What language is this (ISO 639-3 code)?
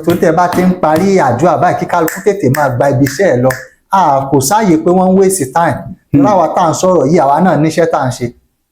yor